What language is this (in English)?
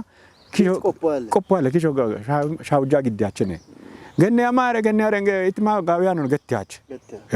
Kafa